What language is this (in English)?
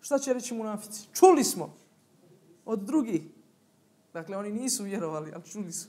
Bosnian